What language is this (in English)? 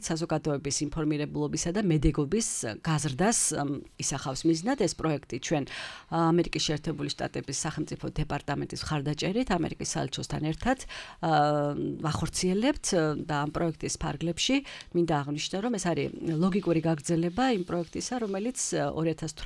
Georgian